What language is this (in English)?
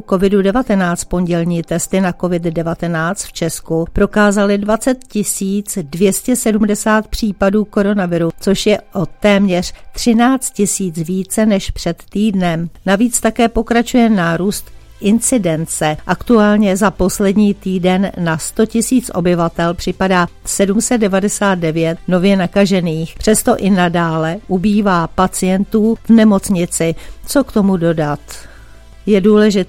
Czech